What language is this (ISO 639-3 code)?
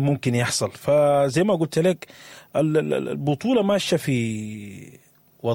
apd